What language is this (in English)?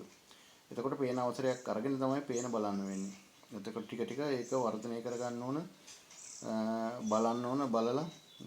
Sinhala